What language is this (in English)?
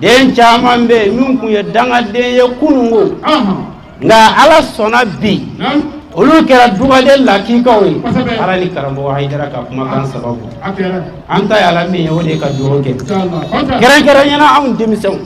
Bambara